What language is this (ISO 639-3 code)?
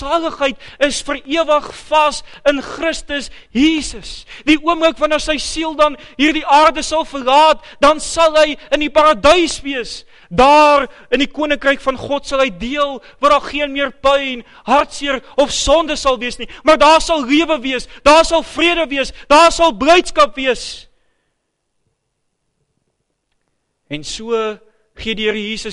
afr